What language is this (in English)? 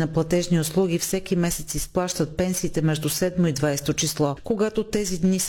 Bulgarian